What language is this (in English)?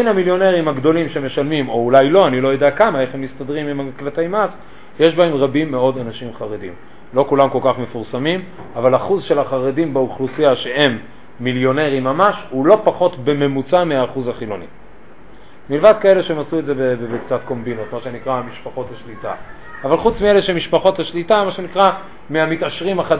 Hebrew